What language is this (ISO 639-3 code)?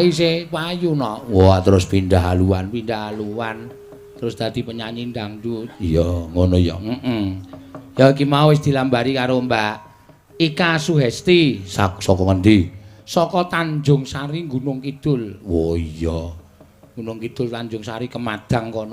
jav